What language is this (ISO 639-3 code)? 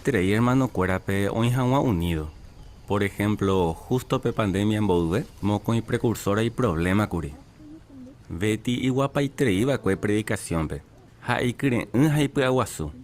grn